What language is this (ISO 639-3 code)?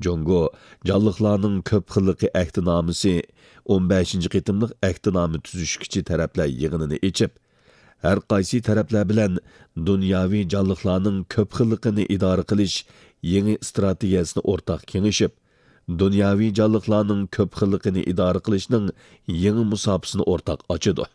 uig